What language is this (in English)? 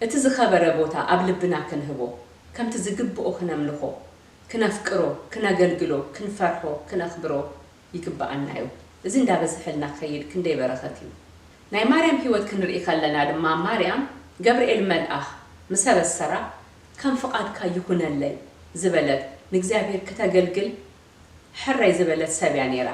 Tigrinya